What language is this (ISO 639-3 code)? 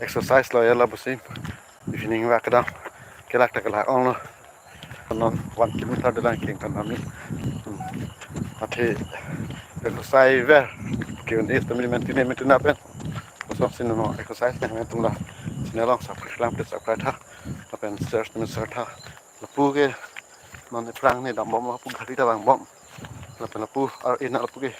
mjw